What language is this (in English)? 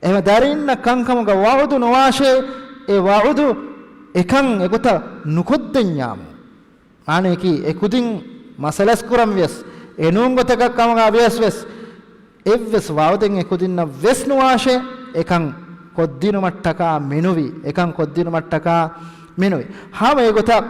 Divehi